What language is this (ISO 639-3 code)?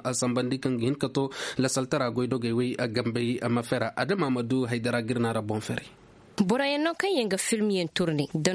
dje